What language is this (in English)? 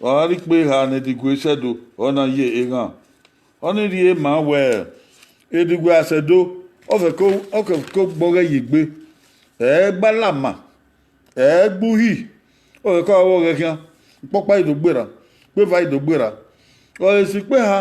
Bini